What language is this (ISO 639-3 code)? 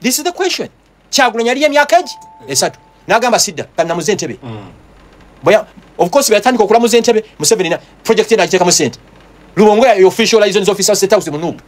lug